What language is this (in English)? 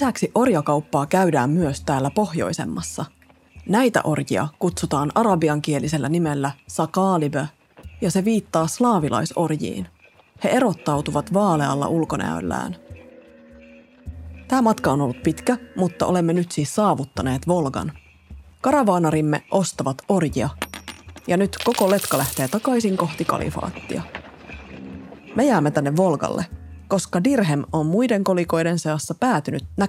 Finnish